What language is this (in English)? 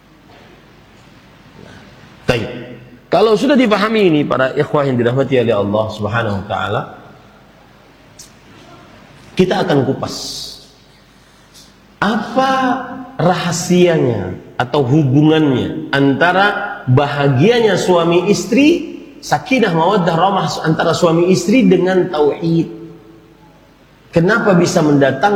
Indonesian